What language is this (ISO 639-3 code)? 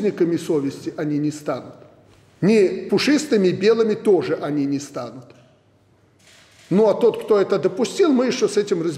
rus